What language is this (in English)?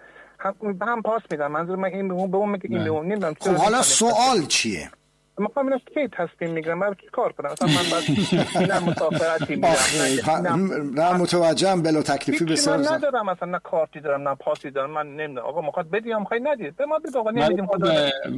Persian